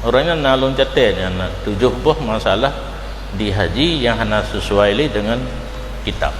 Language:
Achinese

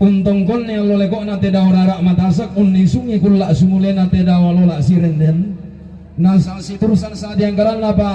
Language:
Toraja-Sa'dan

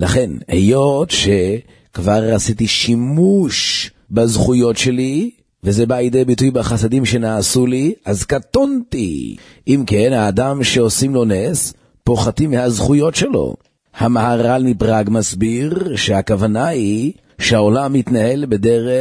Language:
Hebrew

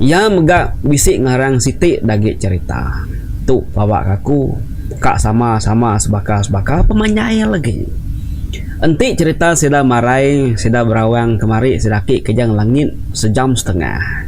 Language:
Iban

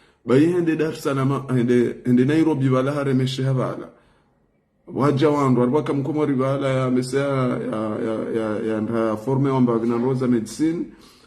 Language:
Ngazidja Comorian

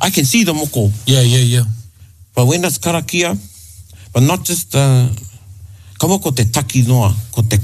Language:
Māori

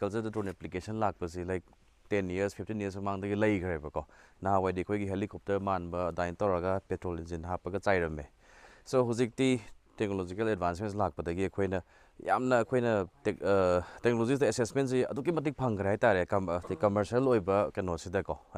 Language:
Manipuri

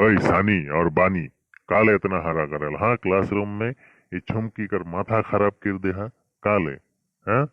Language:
Sadri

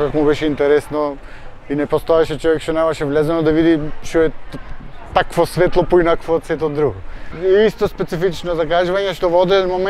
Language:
Macedonian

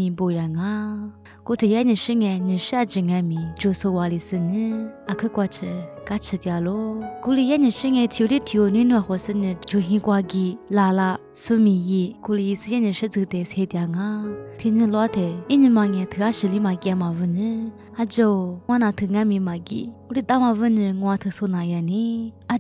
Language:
Lisu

